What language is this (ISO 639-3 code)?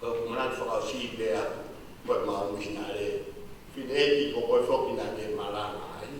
ton